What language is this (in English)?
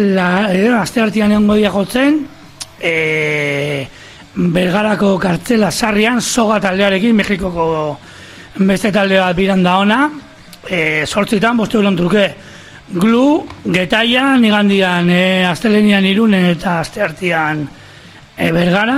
Basque